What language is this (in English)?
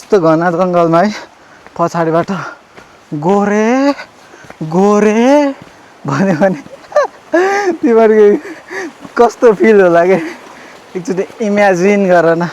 Nepali